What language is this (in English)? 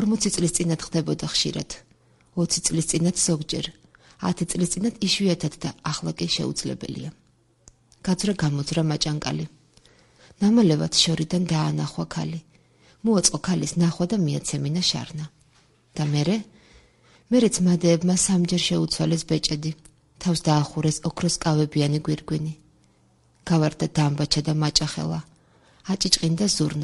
Georgian